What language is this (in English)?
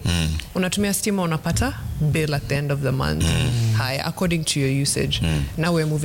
Swahili